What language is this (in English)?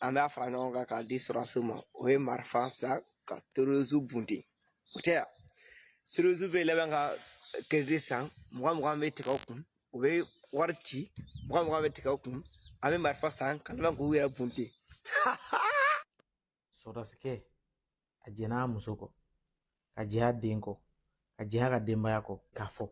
Bambara